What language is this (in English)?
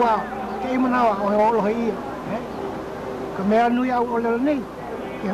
Hawaiian